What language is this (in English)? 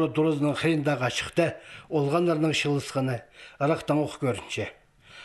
Khakas